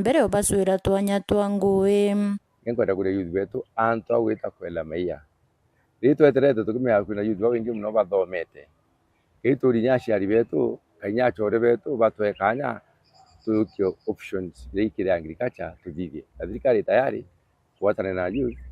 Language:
Meru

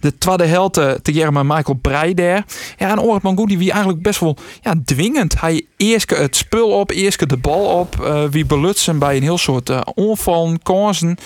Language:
Western Frisian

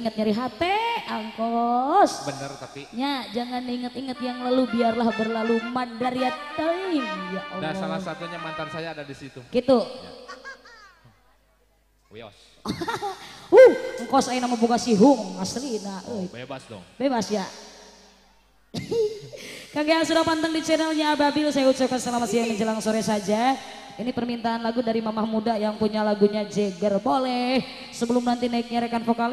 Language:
Indonesian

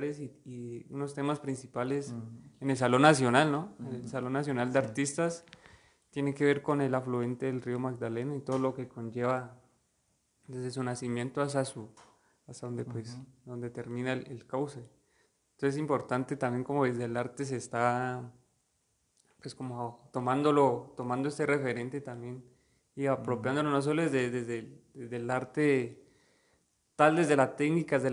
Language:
Spanish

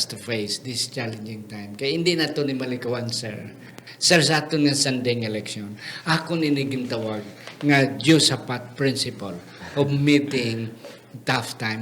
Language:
Hiligaynon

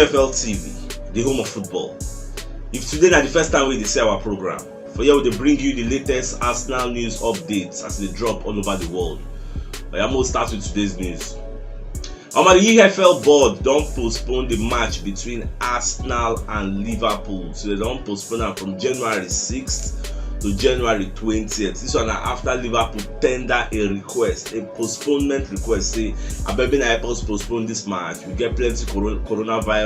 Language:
Nigerian Pidgin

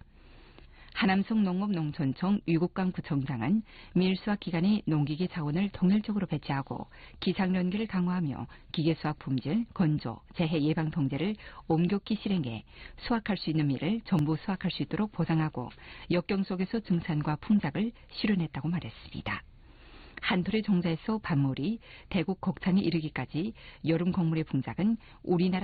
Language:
Korean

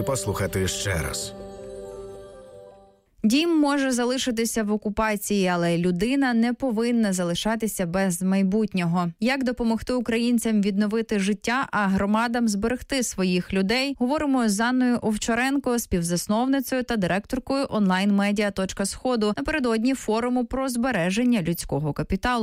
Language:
Ukrainian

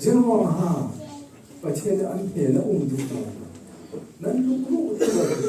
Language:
Falam Chin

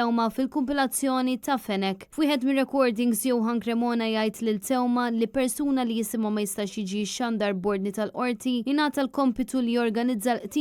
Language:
Maltese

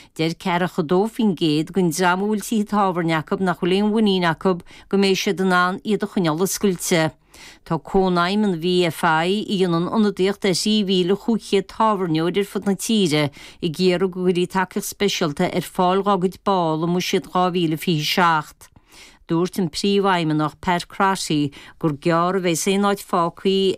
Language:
Irish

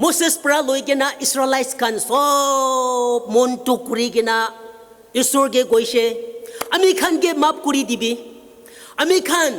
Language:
Naga Pidgin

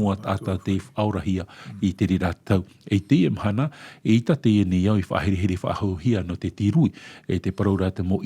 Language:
Tahitian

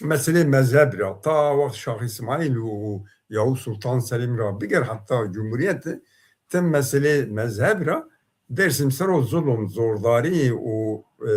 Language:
Zaza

